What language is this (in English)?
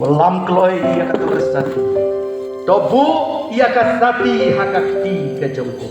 Khasi